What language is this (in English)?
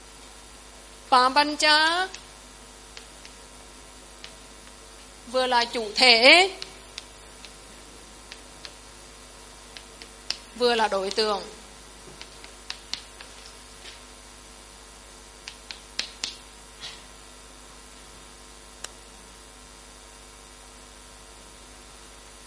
Vietnamese